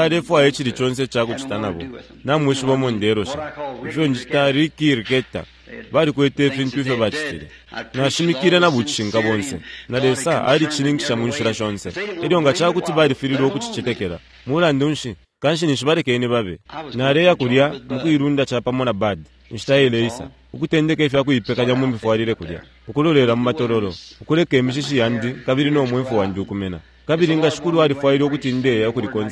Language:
Bemba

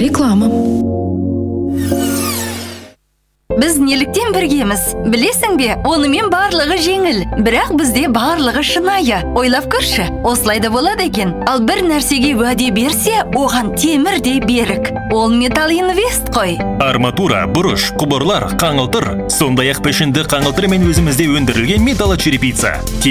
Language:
Kazakh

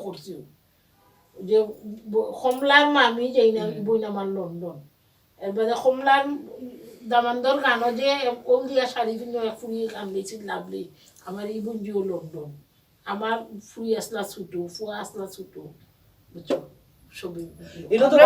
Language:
Sylheti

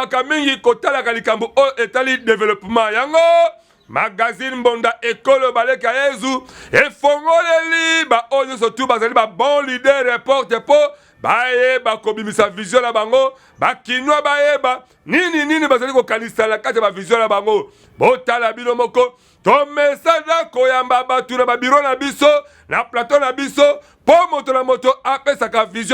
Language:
Lingala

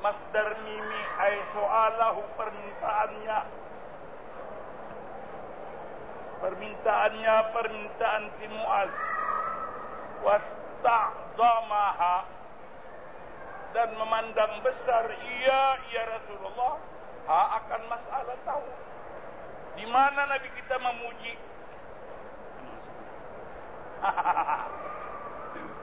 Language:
Malay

